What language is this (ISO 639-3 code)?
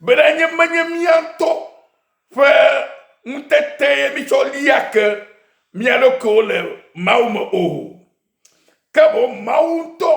ewe